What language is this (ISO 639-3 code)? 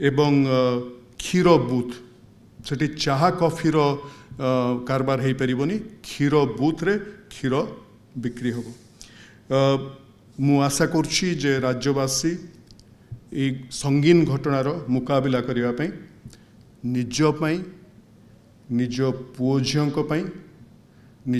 ori